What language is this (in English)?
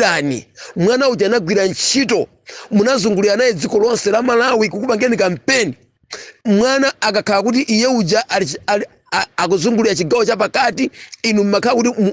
Nyanja